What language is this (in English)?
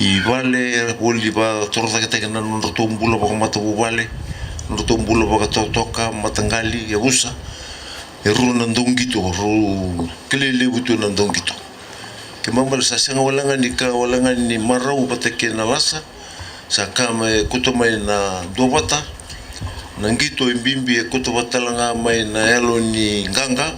Fijian